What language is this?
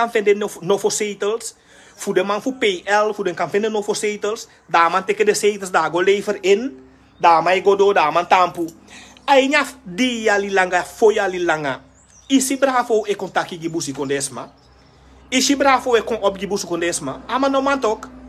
Sranan Tongo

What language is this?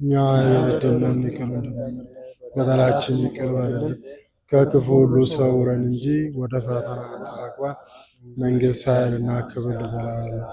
Amharic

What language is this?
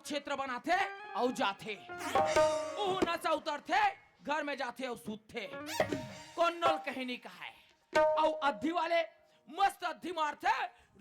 Chhattisgarhi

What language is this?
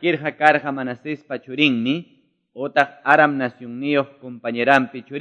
Quechua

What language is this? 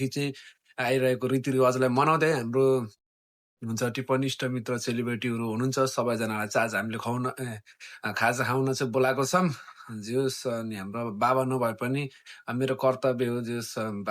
Nepali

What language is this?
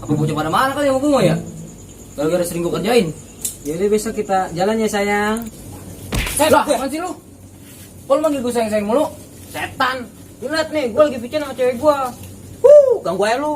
Betawi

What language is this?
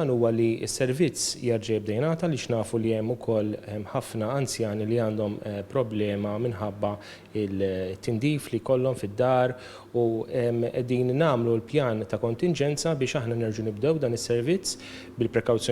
Maltese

